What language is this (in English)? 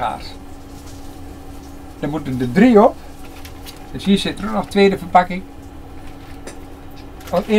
Dutch